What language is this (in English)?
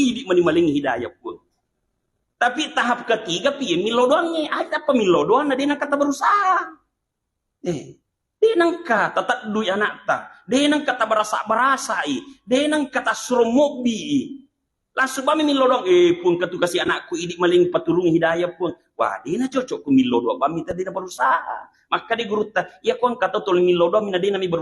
Buginese